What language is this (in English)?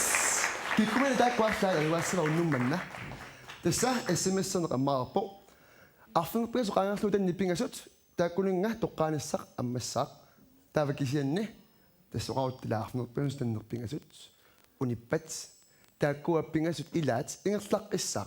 Kalaallisut